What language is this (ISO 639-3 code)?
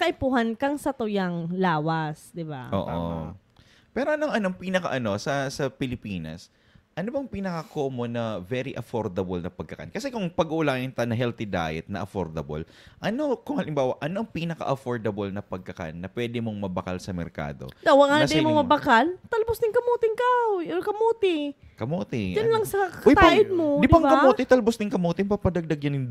bik